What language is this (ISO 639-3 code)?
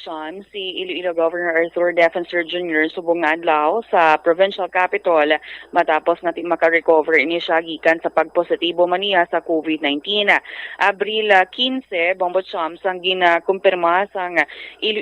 hil